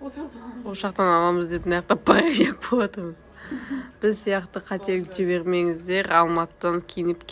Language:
Kazakh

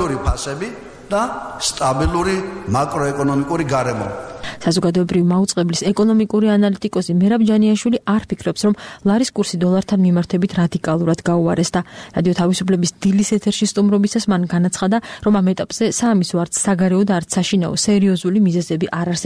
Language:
Georgian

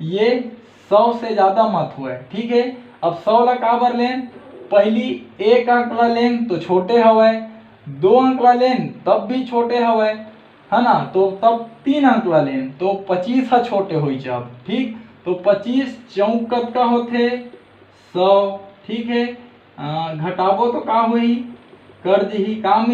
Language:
Chhattisgarhi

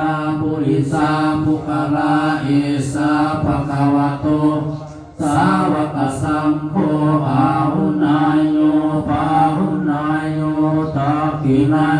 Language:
Pali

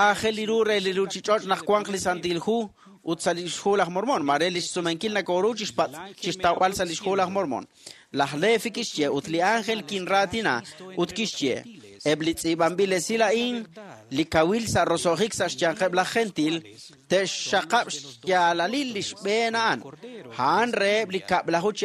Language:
Kekchí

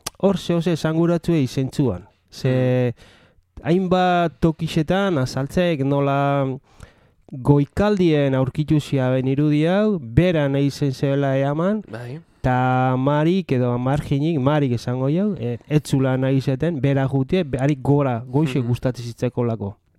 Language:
Basque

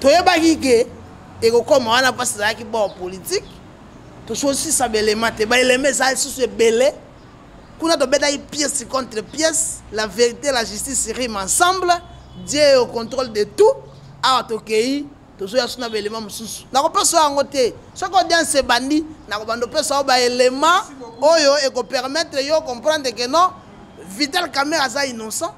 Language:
Lingala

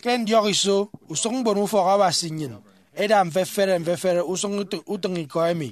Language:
Efik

